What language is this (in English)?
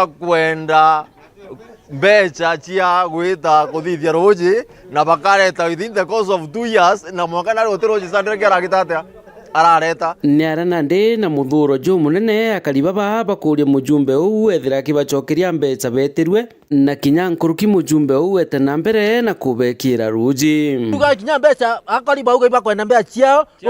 Meru